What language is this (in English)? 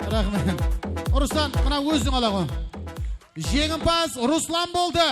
Kara-Kalpak